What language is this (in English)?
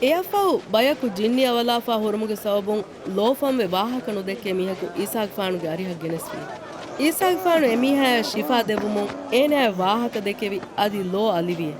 Divehi